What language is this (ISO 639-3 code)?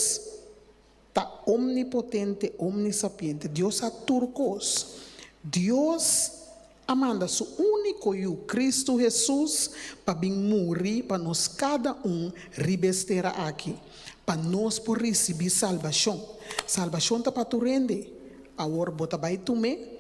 pap